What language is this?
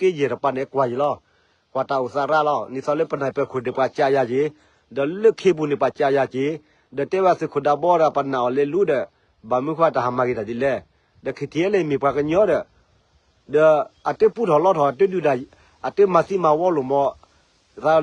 S'gaw Karen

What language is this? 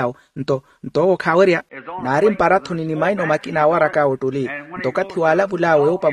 Makhuwa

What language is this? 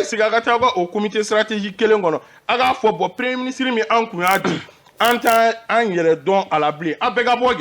Bambara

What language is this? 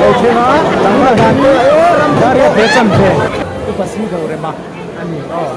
Mizo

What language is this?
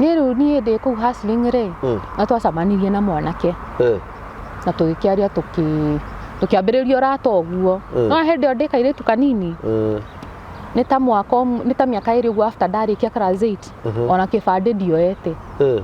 Kikuyu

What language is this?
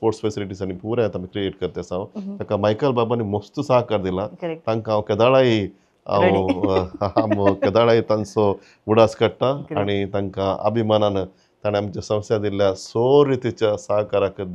Konkani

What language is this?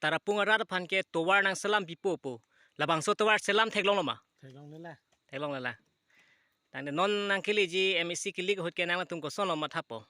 Karbi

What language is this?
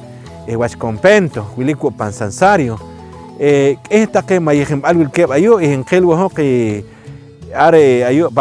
Poqomchi'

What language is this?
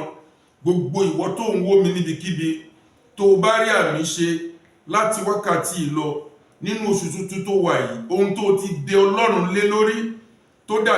Yoruba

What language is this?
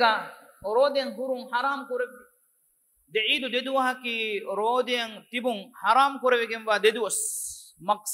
Divehi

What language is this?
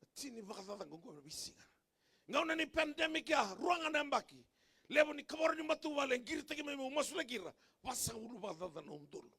Fijian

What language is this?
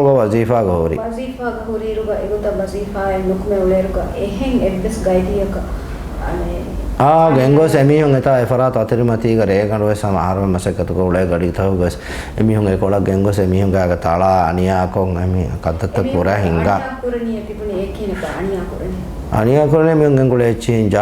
Divehi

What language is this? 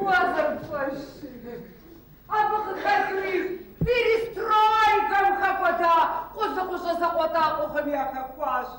Kabardian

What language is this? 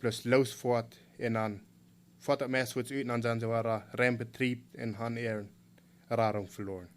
Plautdietsch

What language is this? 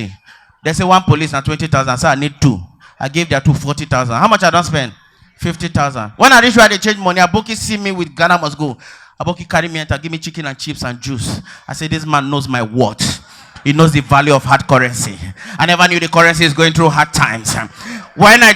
Nigerian Pidgin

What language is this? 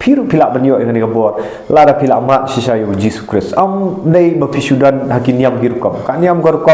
Khasi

